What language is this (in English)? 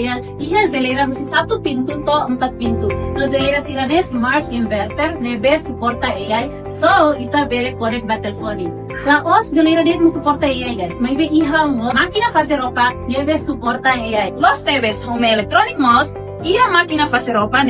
Tetum